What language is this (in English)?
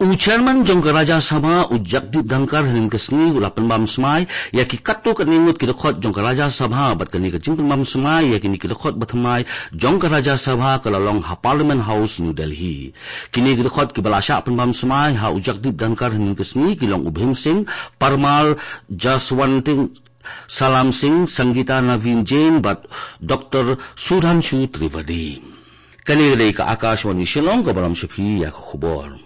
Khasi